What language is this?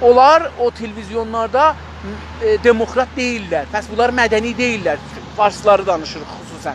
South Azerbaijani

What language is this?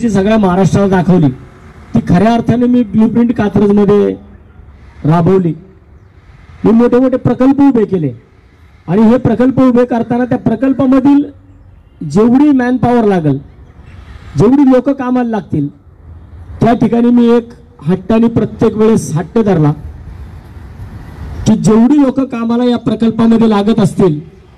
Marathi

